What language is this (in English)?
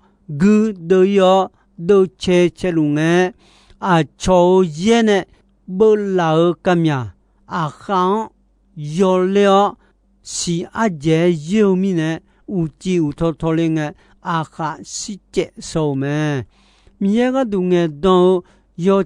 Akha